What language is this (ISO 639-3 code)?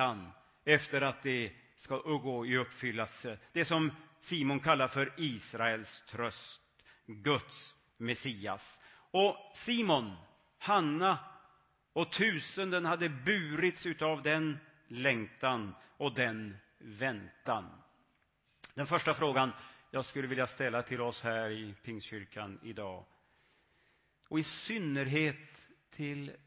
swe